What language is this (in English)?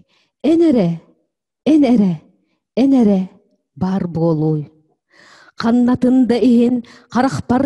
Yakut